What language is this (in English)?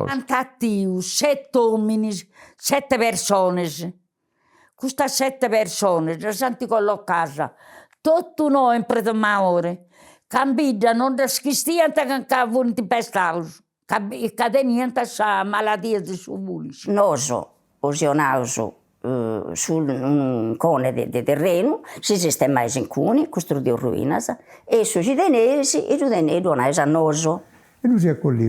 Sardinian